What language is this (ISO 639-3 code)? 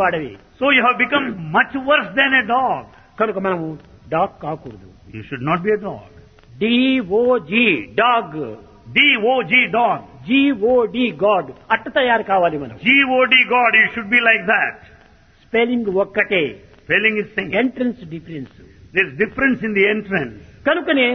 tel